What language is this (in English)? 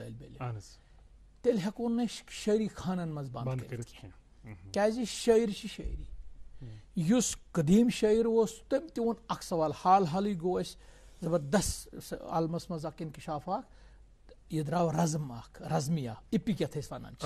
Kashmiri